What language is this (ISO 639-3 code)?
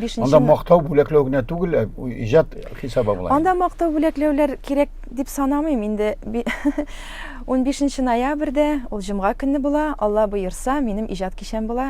tat